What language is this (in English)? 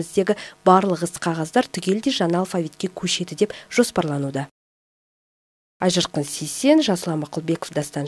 Kazakh